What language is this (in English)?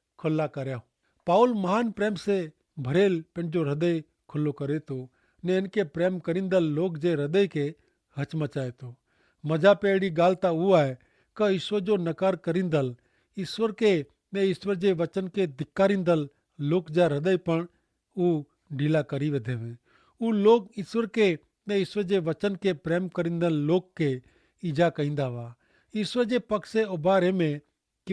Kachhi